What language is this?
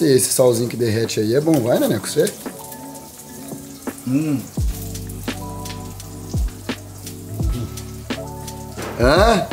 Portuguese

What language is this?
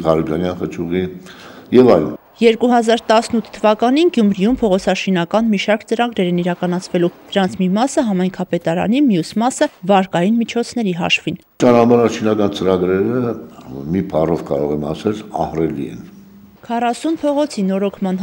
Armenian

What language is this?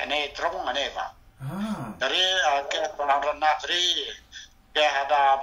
Central Mnong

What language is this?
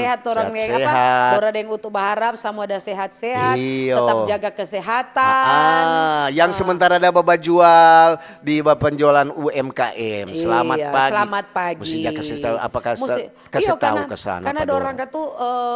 Manado Malay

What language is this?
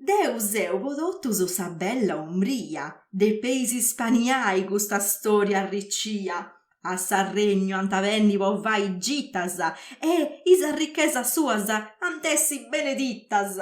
Sardinian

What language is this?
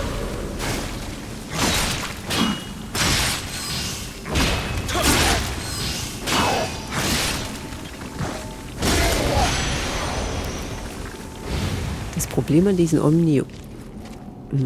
German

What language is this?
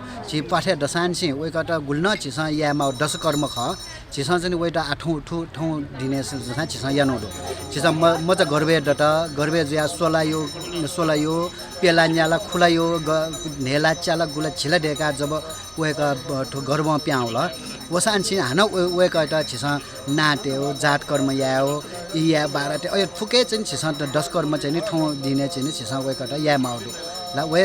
Newari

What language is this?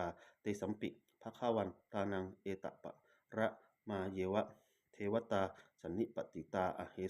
Pali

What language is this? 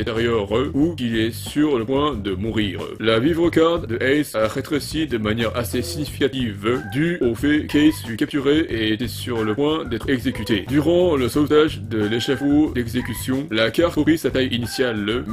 French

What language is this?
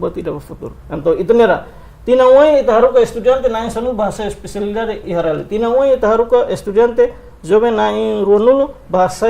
Tetum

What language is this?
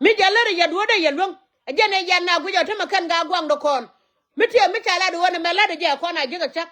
Nuer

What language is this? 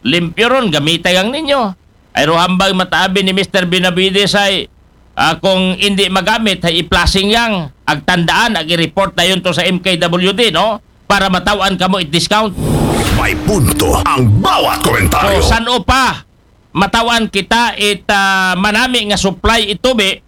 Aklanon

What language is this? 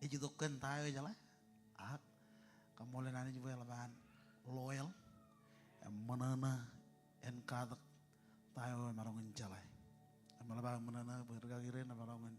Marshallese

